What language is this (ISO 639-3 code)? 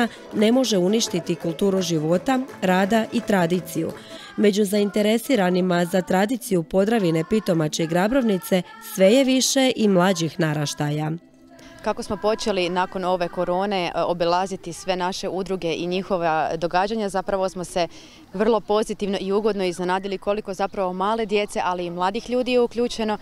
hrv